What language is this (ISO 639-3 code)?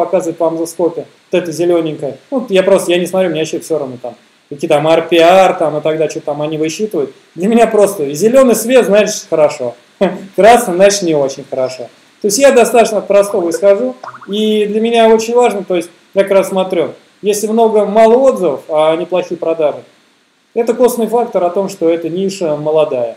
rus